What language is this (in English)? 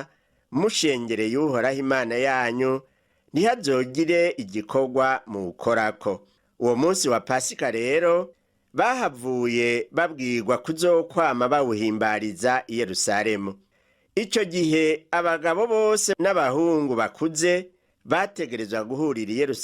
Rundi